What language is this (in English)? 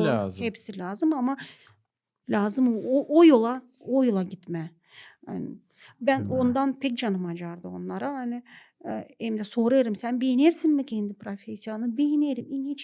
Gagauz